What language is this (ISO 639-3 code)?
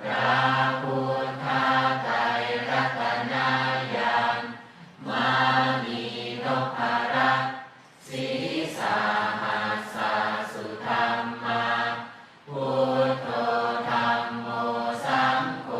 pli